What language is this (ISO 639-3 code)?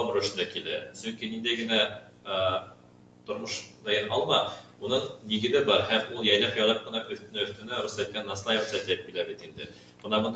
bak